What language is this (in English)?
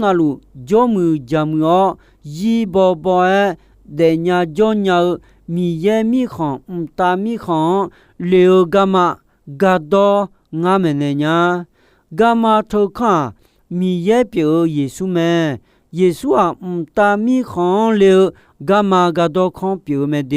Akha